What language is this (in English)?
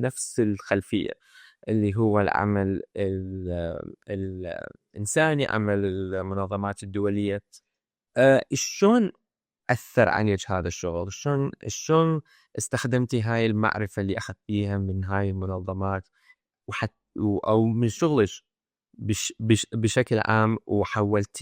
Mesopotamian Arabic